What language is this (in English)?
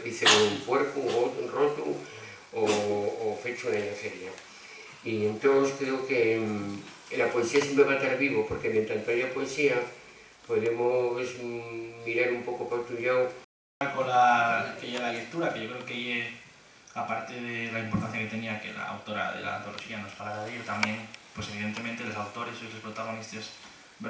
Asturian